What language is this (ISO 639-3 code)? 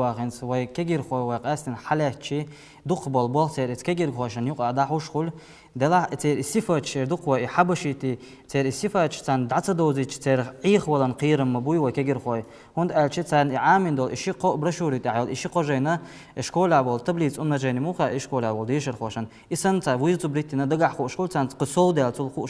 che